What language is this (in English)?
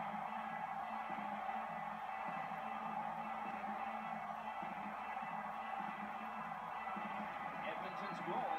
English